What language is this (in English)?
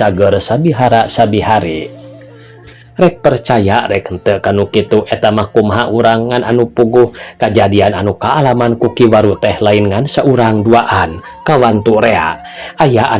Sundanese